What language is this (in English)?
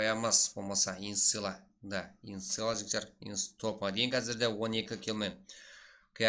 Kara-Kalpak